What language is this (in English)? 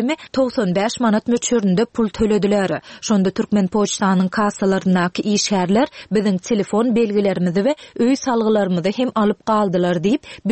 Turkmen